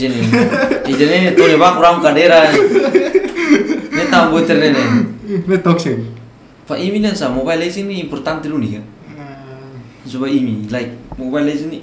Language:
Indonesian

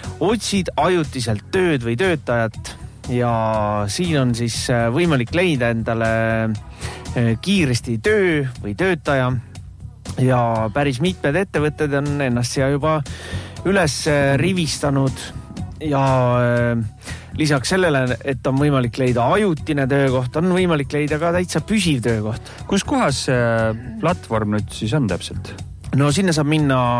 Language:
Estonian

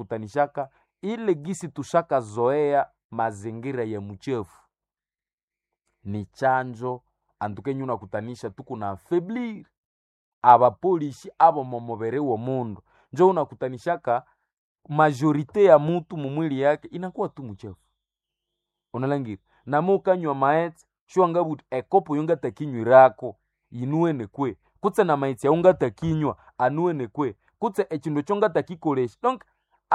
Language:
Swahili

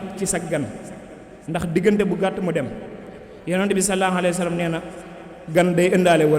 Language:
Wolof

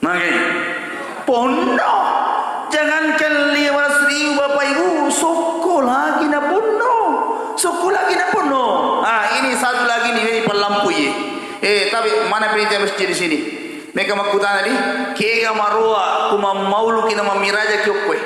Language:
Buginese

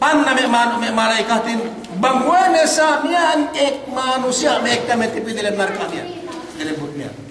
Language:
Yakan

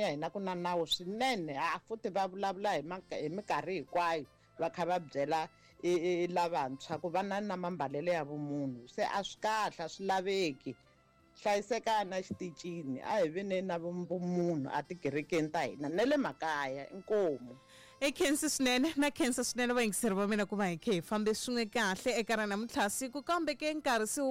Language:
Tsonga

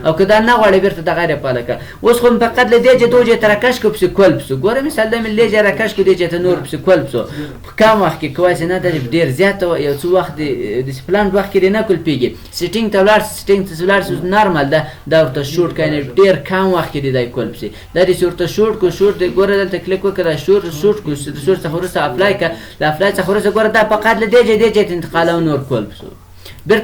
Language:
Pashto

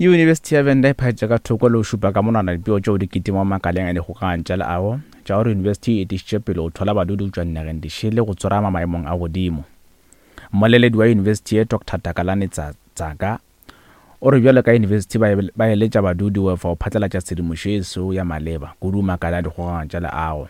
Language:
Northern Sotho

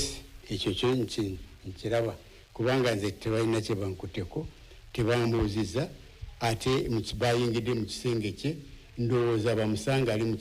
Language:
Ganda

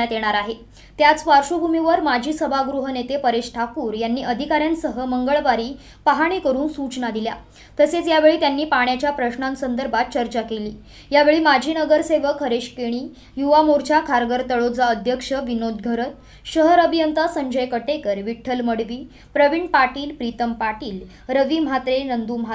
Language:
Marathi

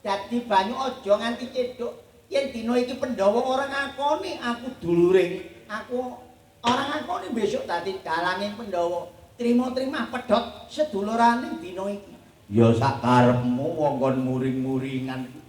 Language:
Javanese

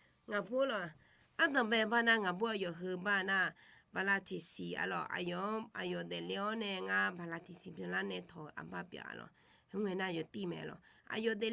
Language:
Akha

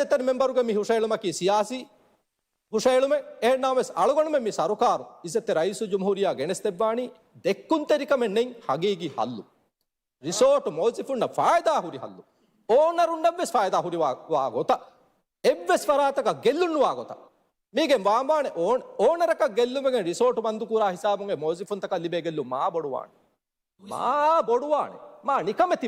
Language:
Divehi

